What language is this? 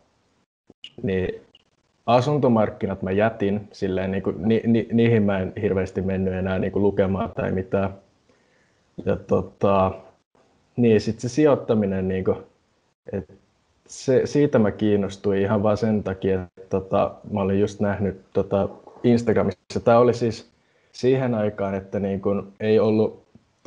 Finnish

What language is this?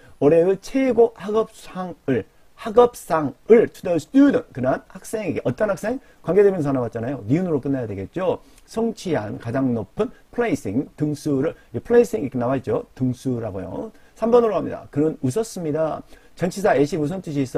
Korean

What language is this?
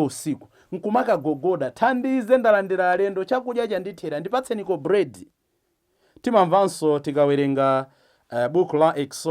Nyanja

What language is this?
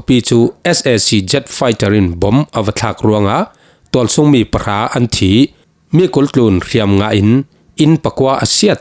Falam Chin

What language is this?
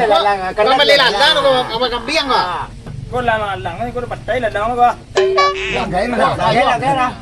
Minangkabau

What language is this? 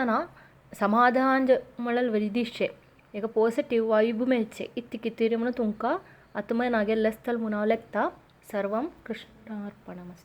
Konkani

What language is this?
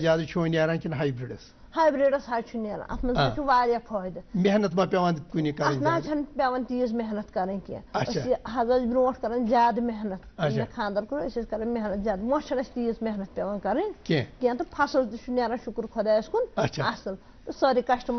Kashmiri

